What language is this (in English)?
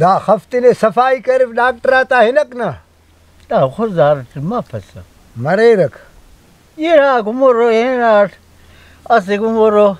Brahui